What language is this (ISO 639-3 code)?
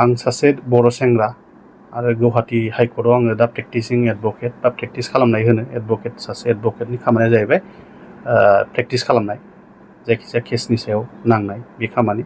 brx